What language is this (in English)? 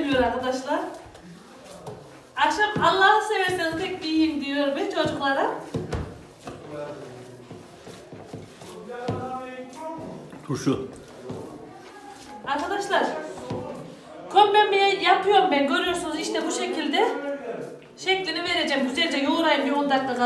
Turkish